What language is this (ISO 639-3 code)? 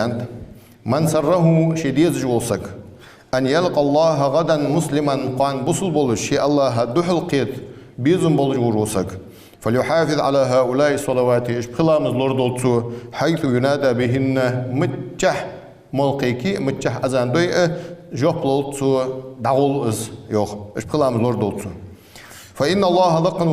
inh